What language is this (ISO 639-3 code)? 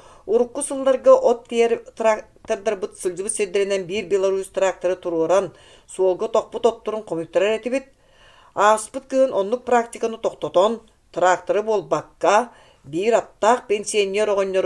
sah